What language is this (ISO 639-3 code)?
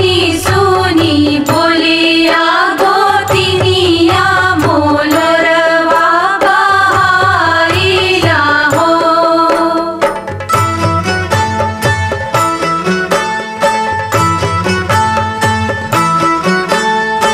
bho